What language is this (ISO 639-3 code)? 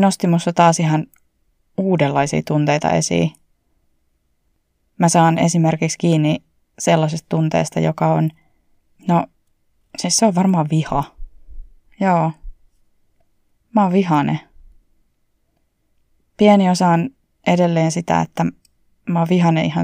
fin